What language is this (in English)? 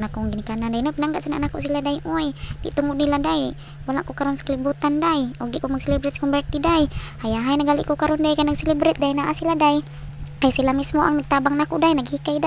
Cebuano